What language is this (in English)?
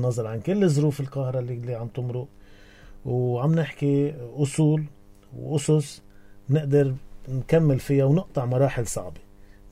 North Levantine Arabic